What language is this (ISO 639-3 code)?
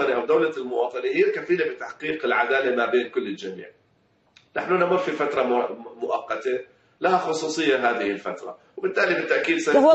ara